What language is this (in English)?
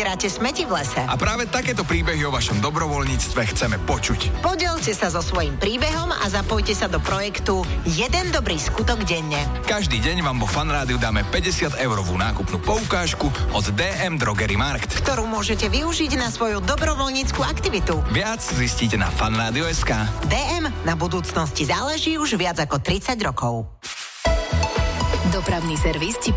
Slovak